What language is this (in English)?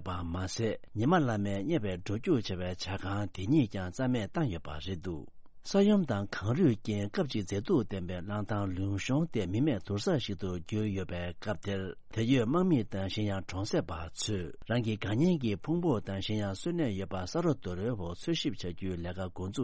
Tibetan